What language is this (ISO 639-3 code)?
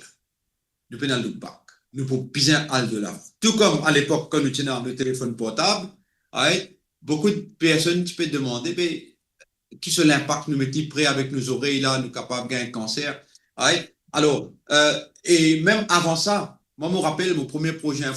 mfe